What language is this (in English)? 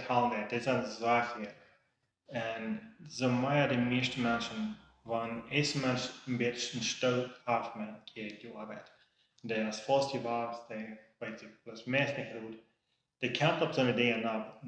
Plautdietsch